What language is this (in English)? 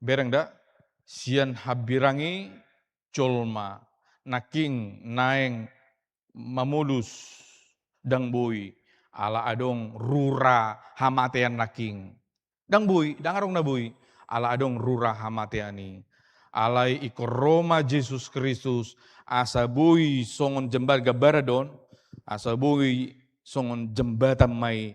Batak Toba